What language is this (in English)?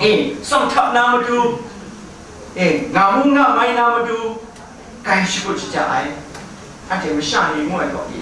Kachin